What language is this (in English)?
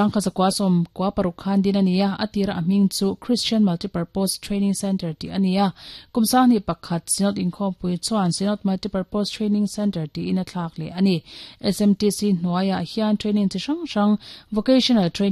Mizo